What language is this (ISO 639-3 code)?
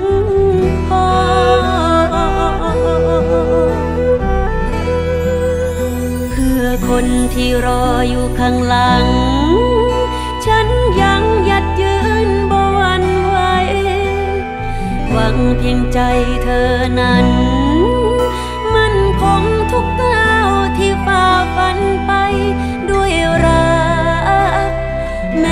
tha